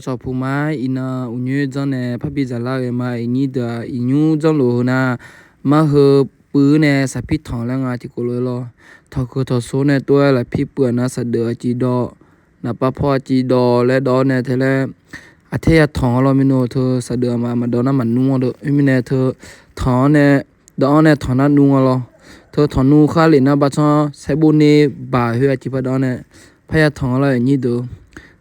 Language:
Akha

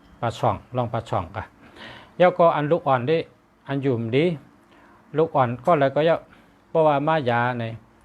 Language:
Shan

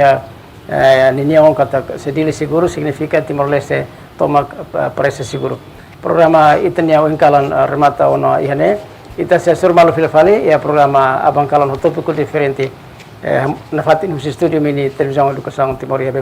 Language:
Tetum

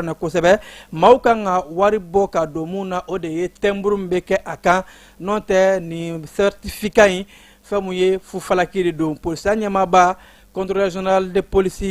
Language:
Bambara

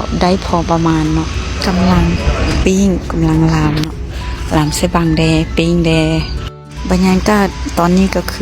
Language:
Lao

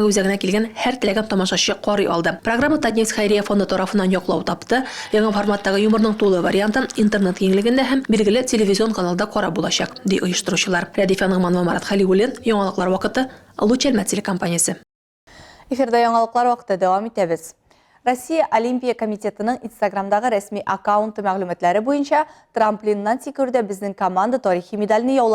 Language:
Tatar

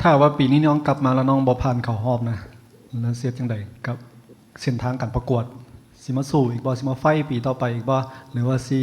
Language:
Lao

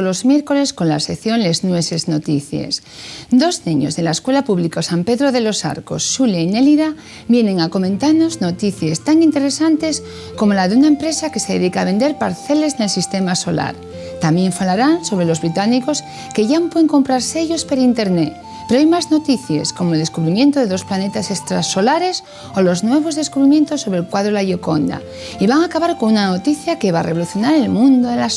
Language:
Asturian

